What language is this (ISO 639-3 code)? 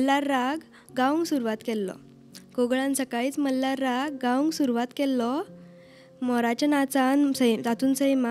kok